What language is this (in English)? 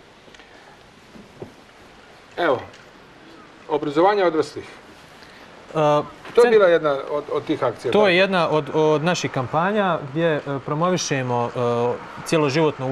Serbian